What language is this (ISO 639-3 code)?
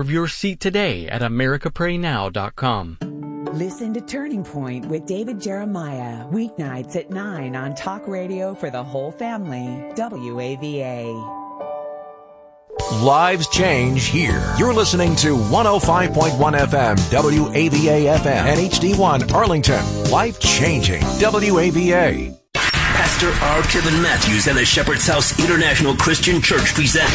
eng